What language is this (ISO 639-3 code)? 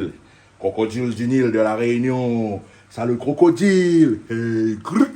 rcf